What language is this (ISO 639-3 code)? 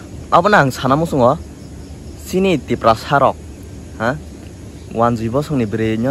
trp